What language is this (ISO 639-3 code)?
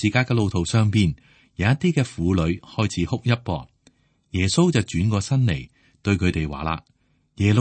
yue